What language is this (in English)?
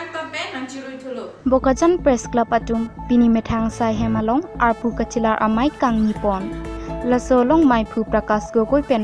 Karbi